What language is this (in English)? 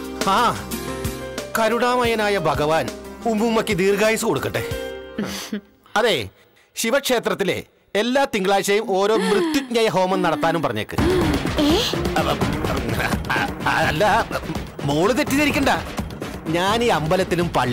Malayalam